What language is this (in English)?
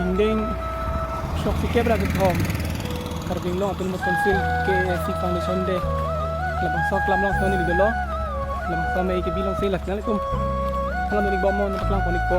Karbi